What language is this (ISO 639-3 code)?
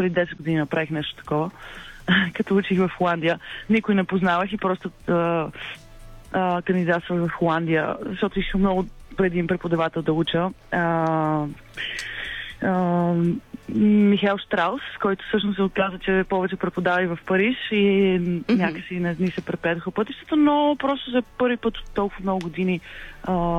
bul